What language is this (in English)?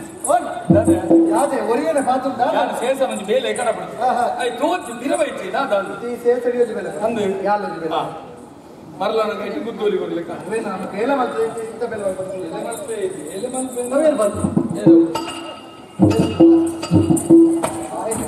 Tulu